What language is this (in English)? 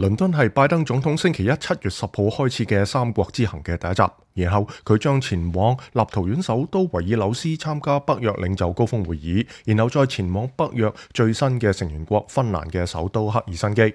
Cantonese